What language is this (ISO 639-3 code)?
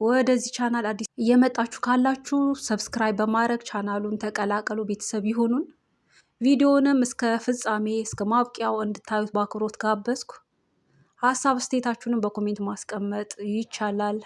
amh